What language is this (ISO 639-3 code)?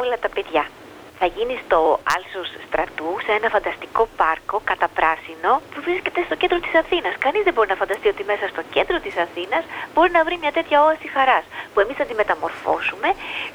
ell